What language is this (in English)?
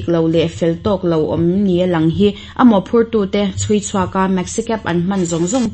Mizo